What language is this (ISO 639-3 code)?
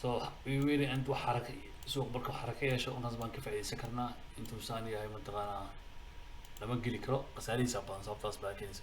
som